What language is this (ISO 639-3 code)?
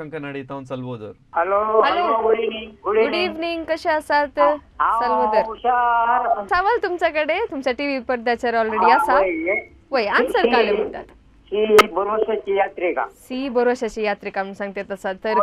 kok